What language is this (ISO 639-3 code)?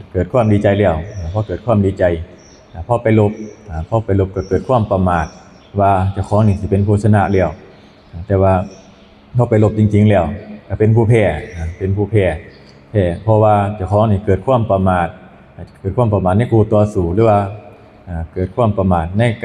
tts